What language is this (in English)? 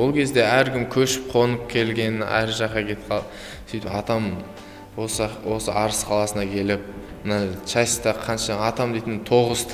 Kazakh